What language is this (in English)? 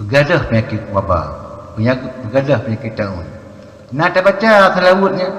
Achinese